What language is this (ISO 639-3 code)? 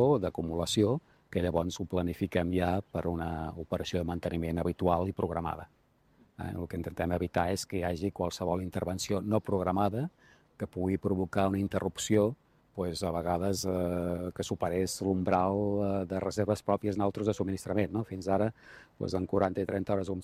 cat